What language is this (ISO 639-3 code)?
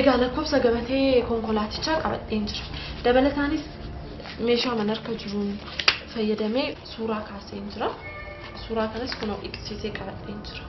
orm